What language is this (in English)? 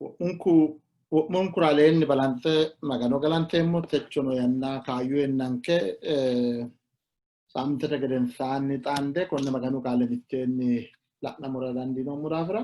Sidamo